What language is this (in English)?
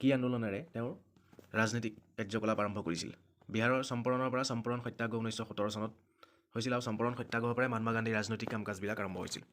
Assamese